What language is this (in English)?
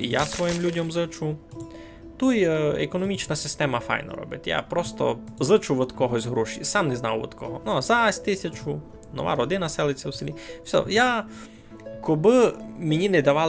Rusyn